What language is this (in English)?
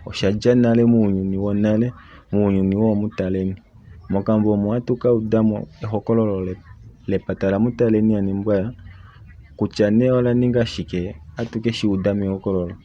Kuanyama